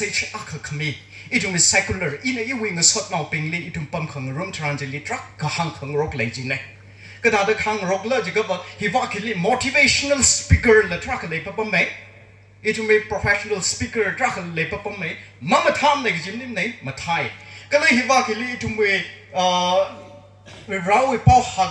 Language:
Tangkhul Naga (India)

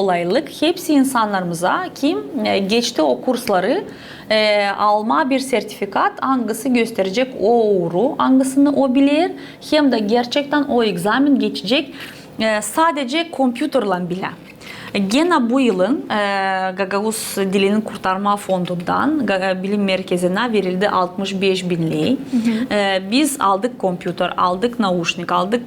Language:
Gagauz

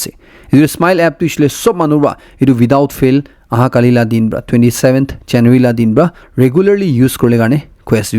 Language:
Naga Pidgin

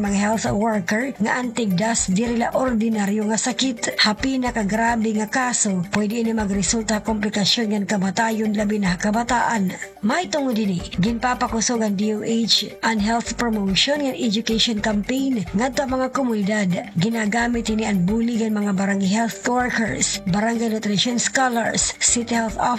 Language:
Waray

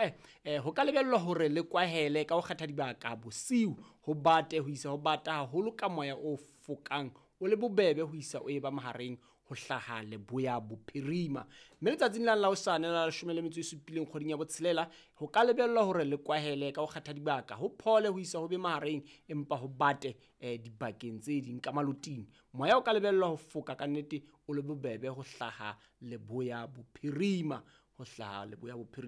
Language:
Southern Sotho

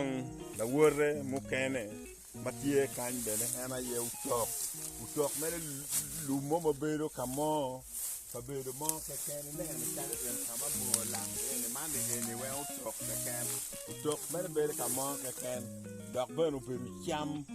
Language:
Acoli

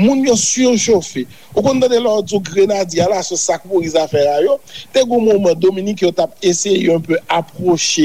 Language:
Haitian Creole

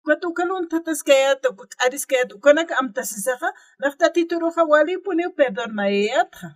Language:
Aymara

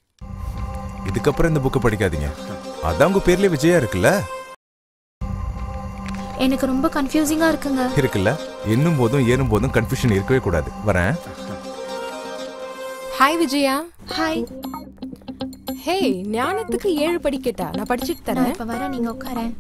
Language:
Tamil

